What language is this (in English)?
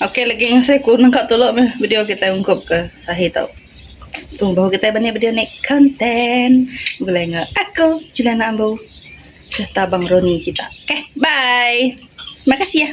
Iban